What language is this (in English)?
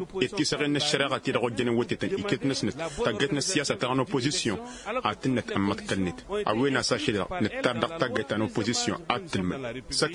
Tamasheq